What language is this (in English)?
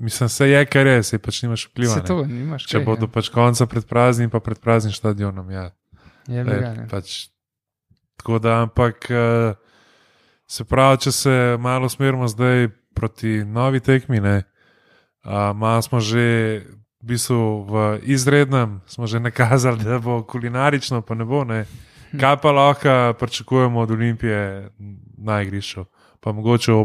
Slovenian